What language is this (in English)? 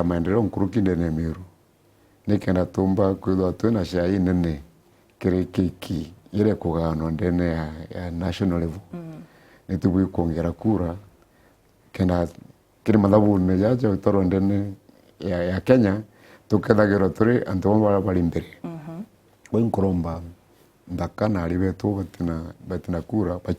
Meru